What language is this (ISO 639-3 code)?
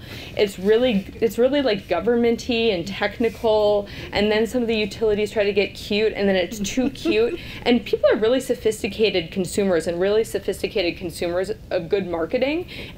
eng